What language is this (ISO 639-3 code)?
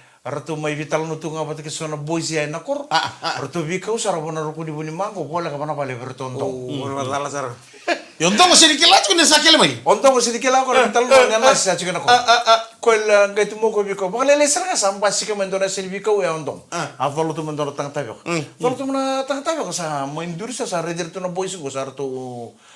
fij